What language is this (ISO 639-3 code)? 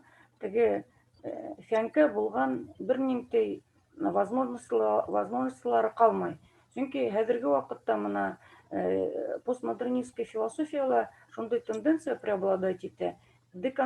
bak